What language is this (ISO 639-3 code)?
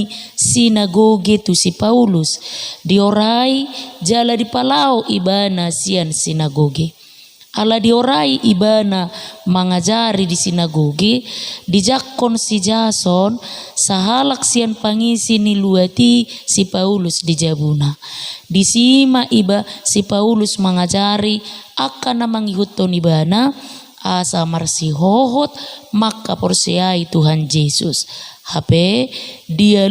bbc